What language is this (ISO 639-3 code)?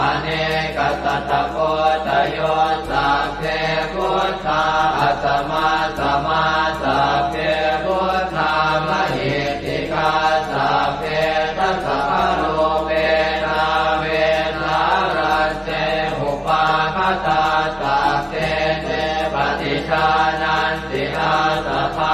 pli